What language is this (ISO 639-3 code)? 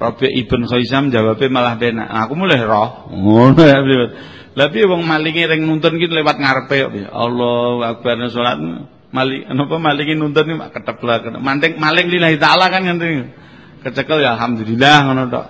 jav